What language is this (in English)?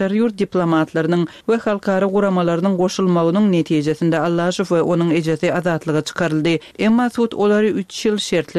Turkmen